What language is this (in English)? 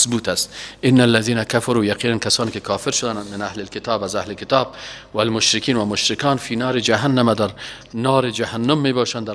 Persian